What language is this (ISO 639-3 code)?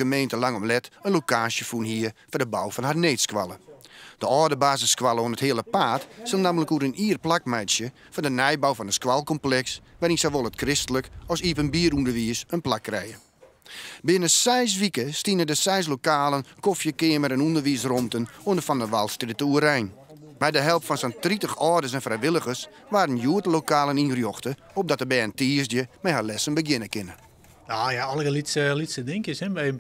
fry